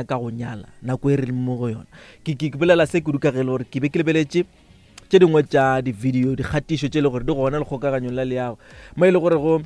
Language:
Northern Sotho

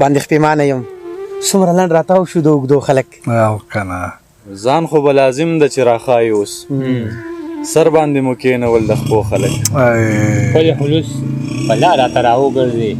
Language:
Pashto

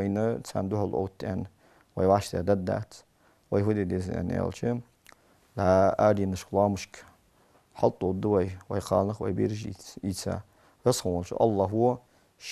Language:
Ingush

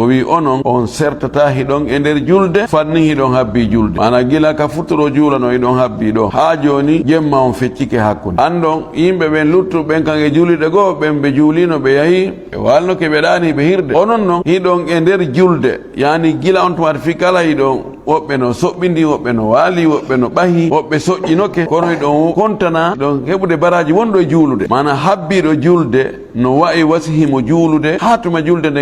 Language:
Fula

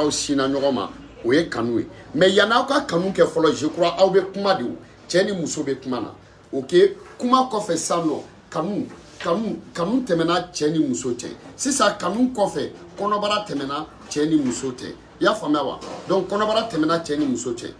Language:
Bambara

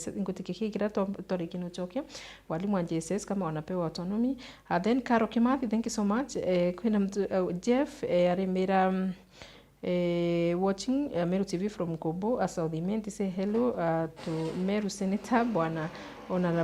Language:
Meru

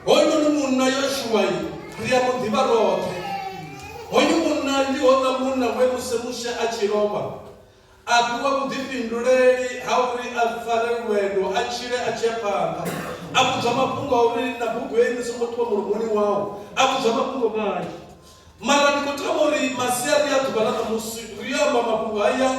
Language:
Venda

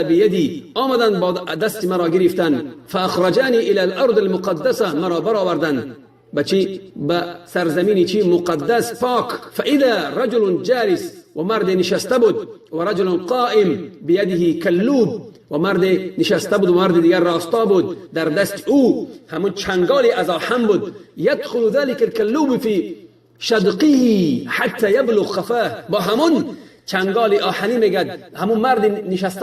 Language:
Tajik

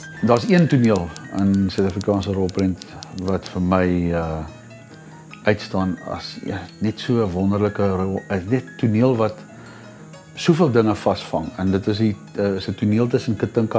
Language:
Afrikaans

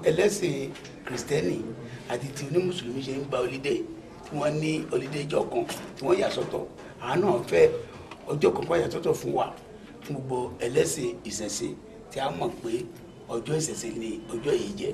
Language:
Yoruba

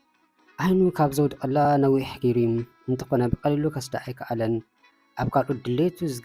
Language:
Tigrinya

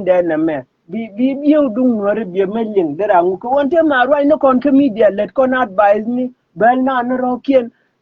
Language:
Nuer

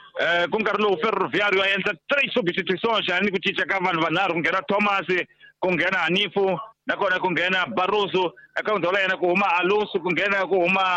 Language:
Tsonga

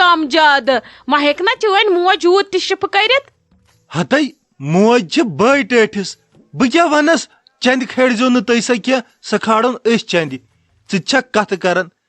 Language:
Kashmiri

